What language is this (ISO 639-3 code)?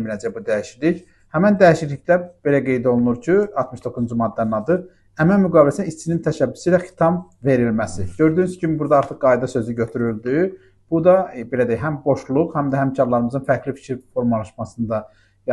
aze